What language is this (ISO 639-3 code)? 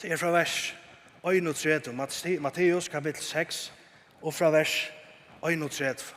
fao